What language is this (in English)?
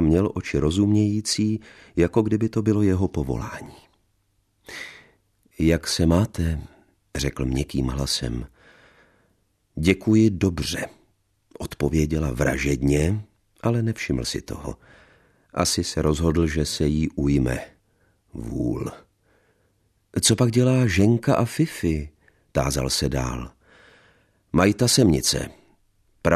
Czech